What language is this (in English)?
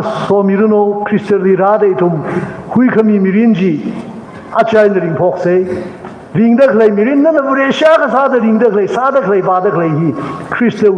Tangkhul Naga (India)